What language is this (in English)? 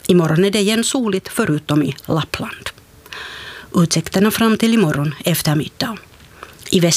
Swedish